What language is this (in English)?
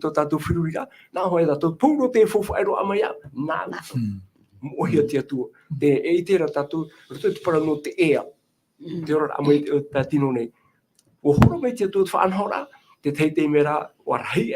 Tahitian